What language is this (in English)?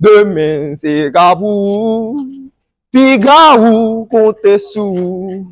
Haitian Creole